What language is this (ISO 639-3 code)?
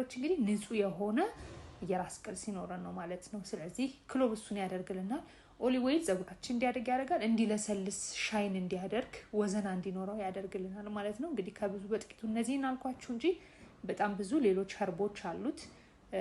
amh